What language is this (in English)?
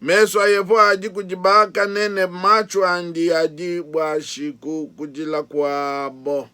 Luba-Lulua